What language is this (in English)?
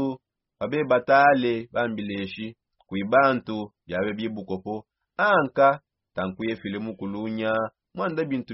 Songe